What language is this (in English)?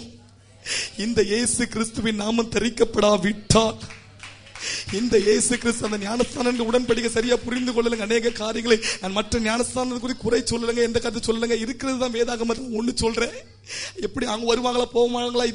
Tamil